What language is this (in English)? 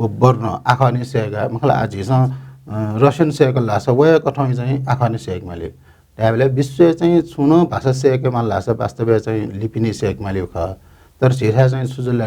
Newari